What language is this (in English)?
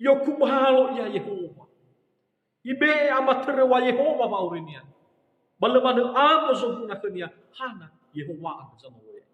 Nias